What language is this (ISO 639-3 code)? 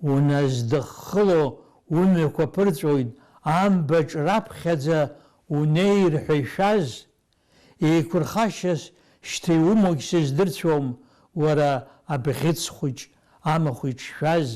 abk